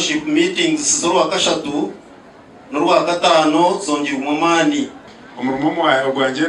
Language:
Nyankole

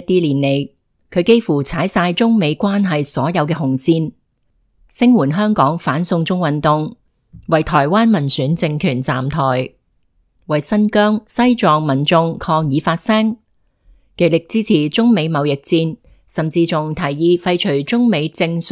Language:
Cantonese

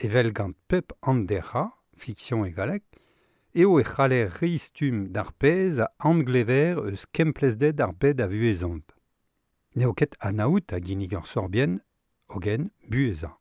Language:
Breton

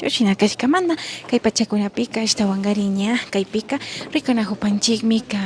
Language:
Imbabura Highland Quichua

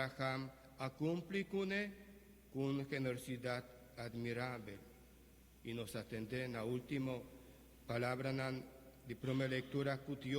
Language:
Papiamento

